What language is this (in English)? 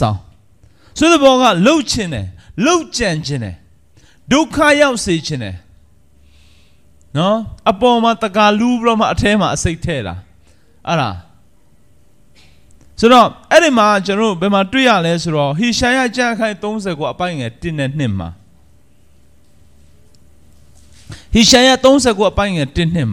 Burmese